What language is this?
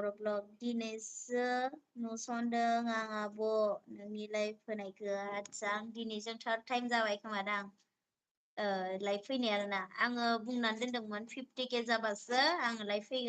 Bodo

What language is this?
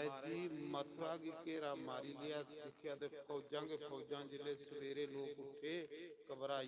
Dogri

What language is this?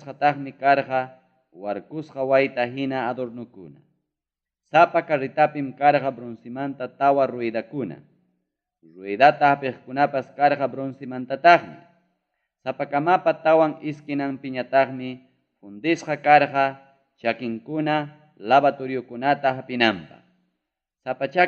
Ayacucho Quechua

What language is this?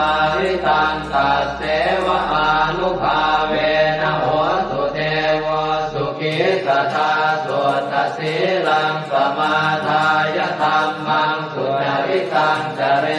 Pali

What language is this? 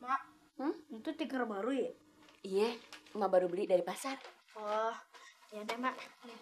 Betawi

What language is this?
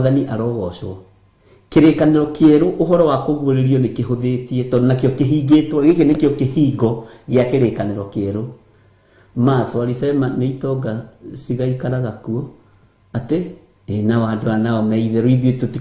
Kikuyu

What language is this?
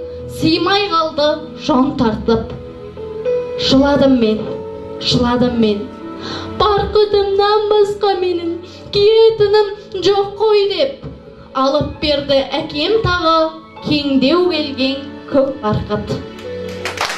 Kazakh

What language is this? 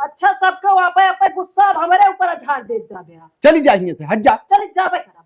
Awadhi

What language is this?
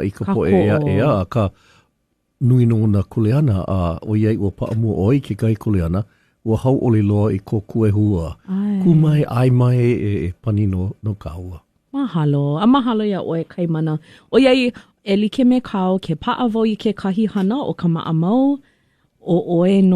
Hawaiian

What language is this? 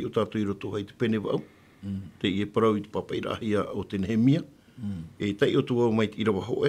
Tahitian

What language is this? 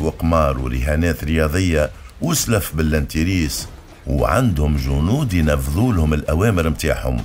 Tunisian Arabic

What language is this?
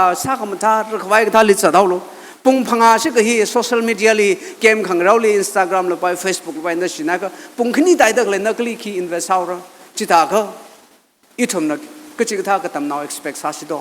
Tangkhul Naga (India)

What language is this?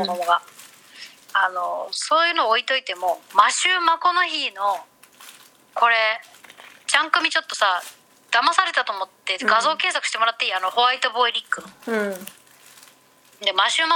Japanese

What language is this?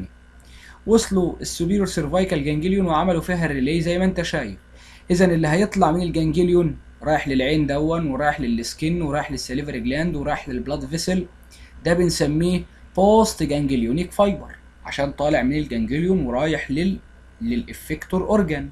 Egyptian Arabic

